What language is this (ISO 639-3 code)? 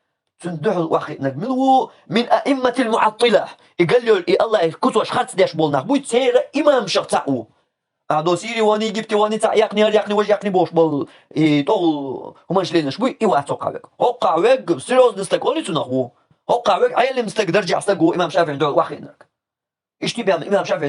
che